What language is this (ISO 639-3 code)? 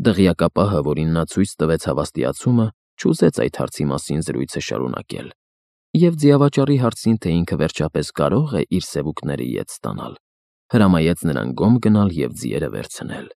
hye